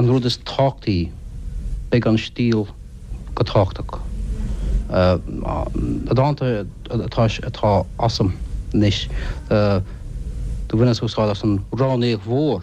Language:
Irish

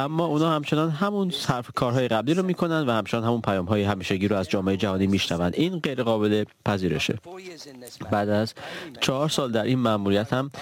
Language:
Persian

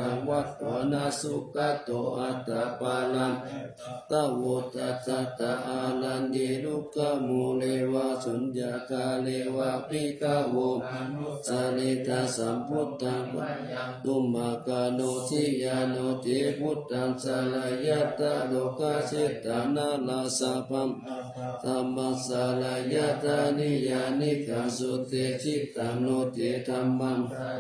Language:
Pali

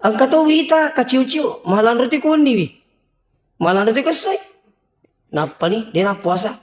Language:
Buginese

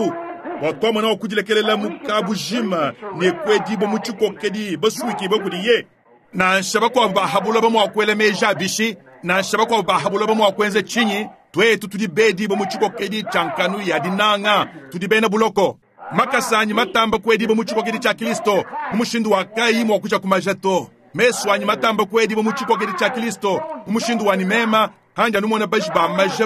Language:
Luba-Lulua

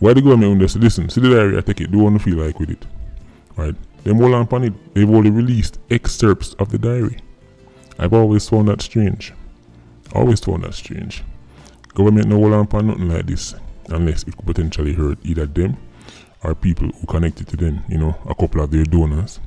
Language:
Jamaican Creole English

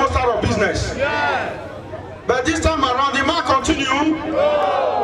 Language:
Nigerian Pidgin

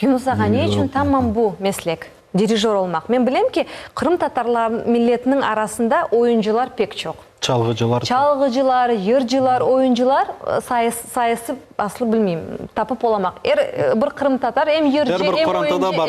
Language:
Crimean Tatar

